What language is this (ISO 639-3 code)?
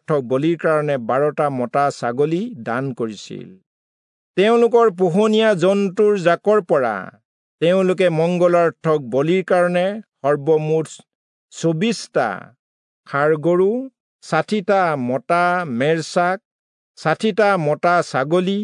asm